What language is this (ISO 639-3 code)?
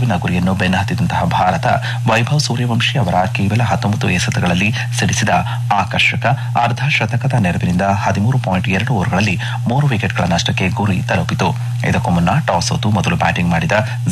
kan